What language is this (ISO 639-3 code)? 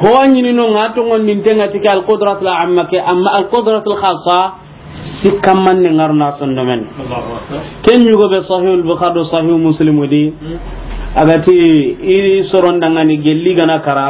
snk